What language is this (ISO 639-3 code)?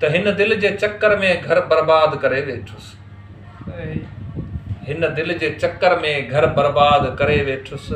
snd